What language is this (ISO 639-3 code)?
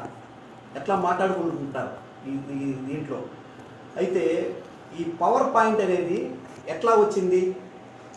tel